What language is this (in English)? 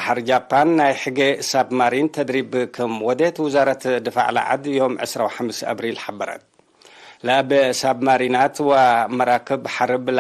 Tigre